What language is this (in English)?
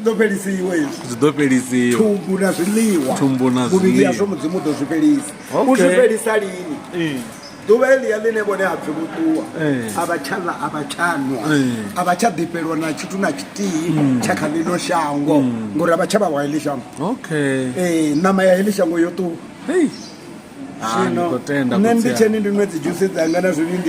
Venda